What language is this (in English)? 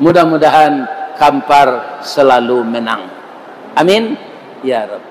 Minangkabau